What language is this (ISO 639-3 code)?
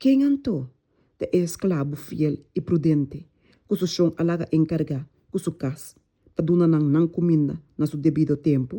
pap